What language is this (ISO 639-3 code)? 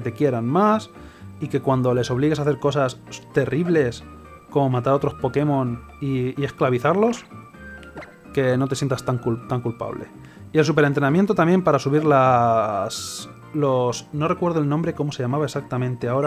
spa